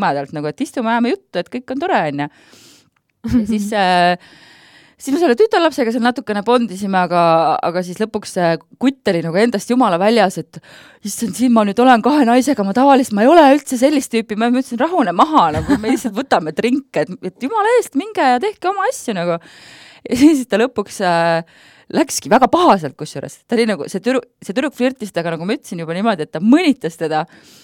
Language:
Estonian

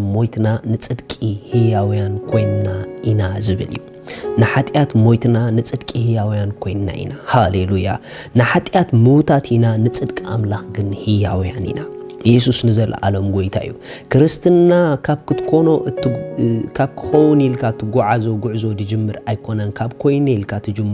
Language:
Tigrinya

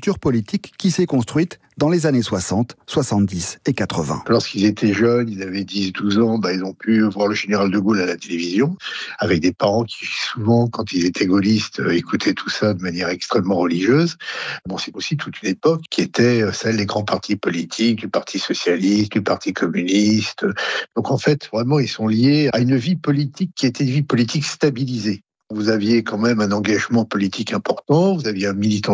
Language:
French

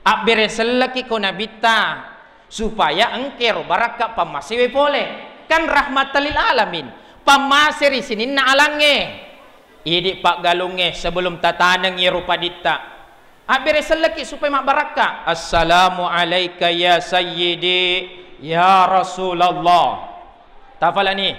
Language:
Buginese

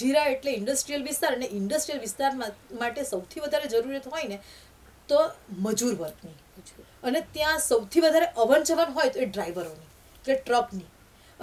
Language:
Gujarati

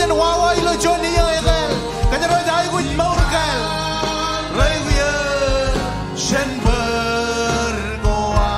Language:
Marshallese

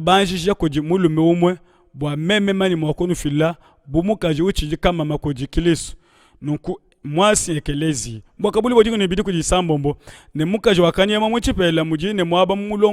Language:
Luba-Lulua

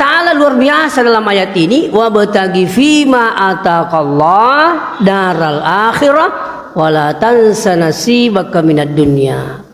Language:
Buginese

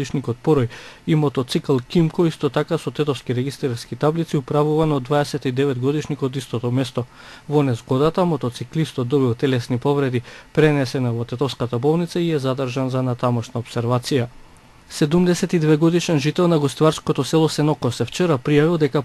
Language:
Macedonian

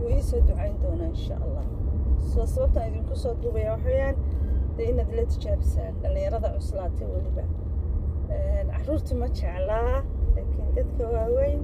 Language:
Somali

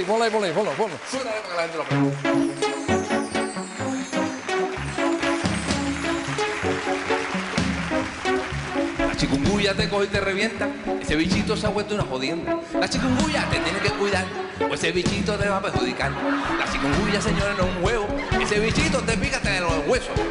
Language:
Spanish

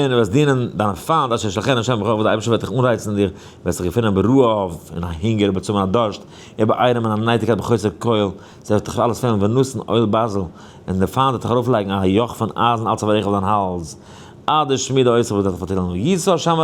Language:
Yiddish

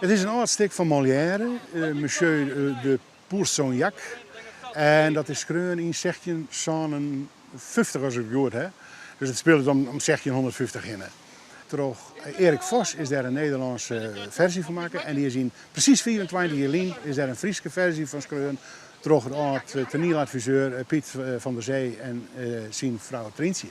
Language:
Western Frisian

